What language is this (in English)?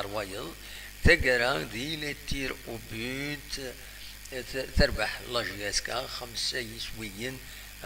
Kabyle